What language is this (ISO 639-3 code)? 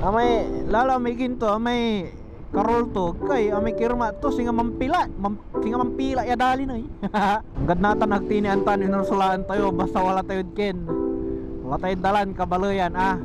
pag